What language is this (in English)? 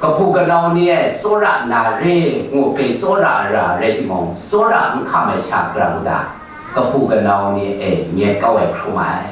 Kachin